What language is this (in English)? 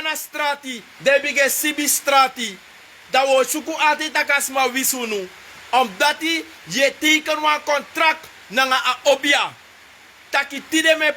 Sranan Tongo